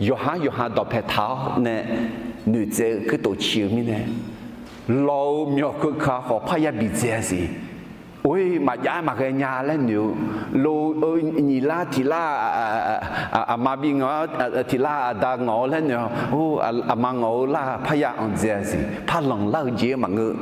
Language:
Akha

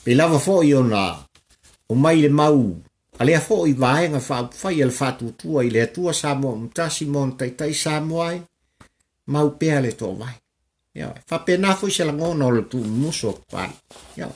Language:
Samoan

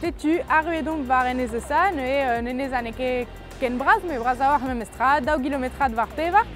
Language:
Breton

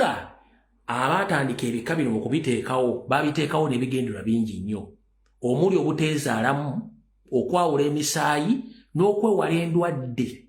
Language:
Ganda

